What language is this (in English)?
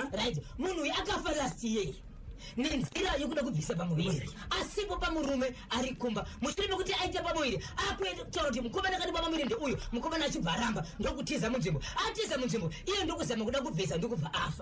Shona